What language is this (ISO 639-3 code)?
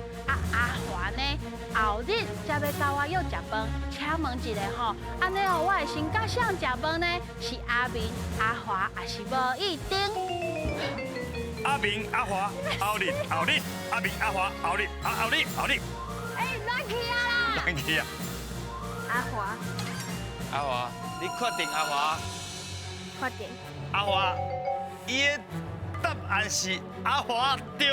nan